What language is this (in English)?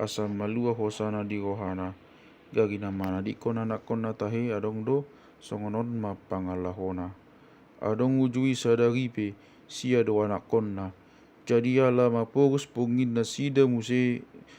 Batak Toba